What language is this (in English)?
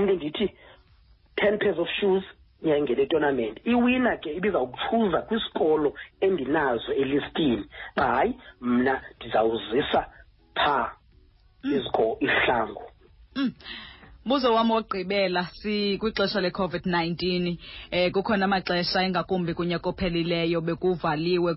Xhosa